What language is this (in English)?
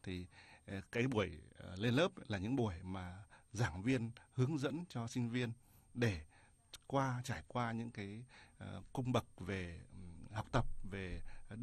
Vietnamese